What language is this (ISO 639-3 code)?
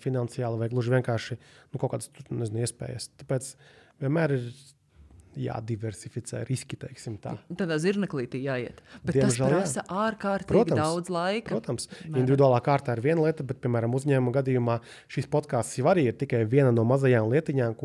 lav